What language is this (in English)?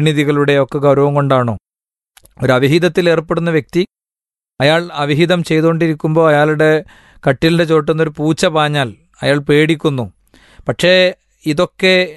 Malayalam